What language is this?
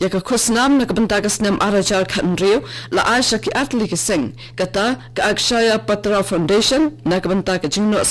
Khasi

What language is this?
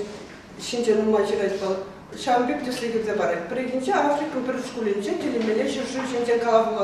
Chuvash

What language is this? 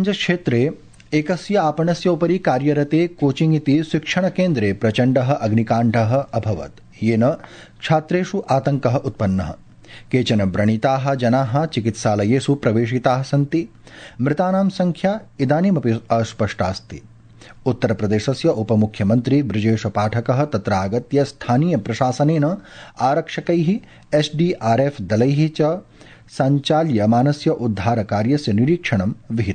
Sanskrit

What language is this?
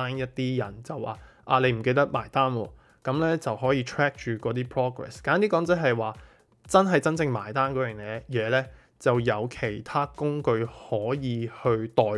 Cantonese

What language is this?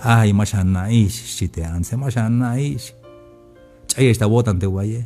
Tzeltal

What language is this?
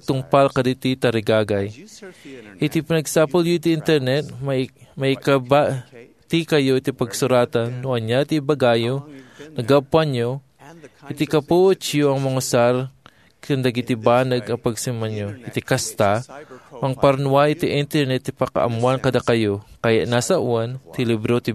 Iloko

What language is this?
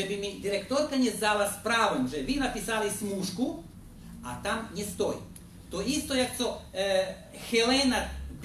Rusyn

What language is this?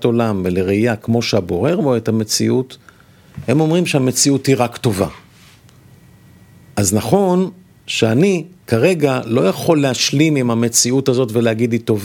Hebrew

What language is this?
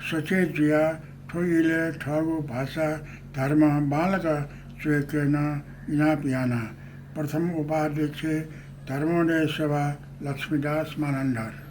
Newari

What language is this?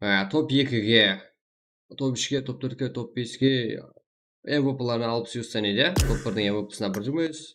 Kara-Kalpak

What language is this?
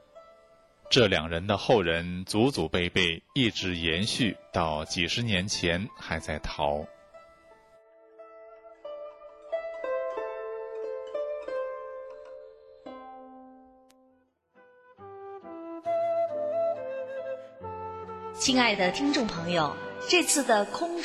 Chinese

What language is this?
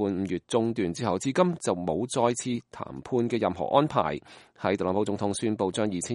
Cantonese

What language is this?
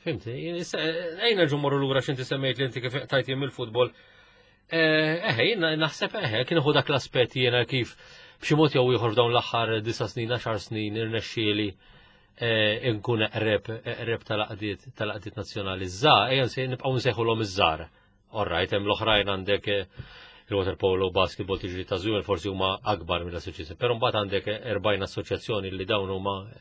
Maltese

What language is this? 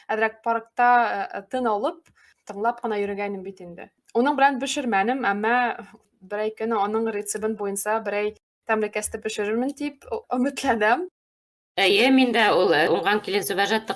Bashkir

